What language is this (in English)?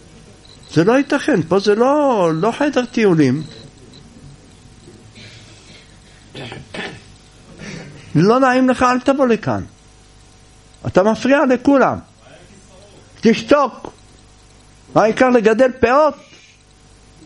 Hebrew